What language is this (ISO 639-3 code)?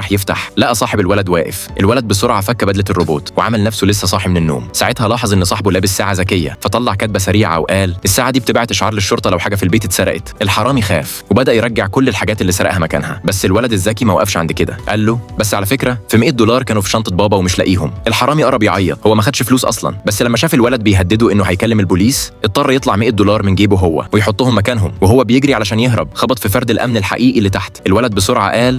arz